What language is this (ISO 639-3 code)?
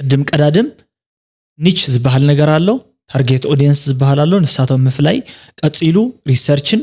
tir